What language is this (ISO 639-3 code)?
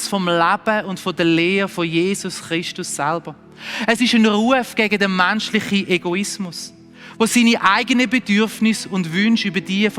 gsw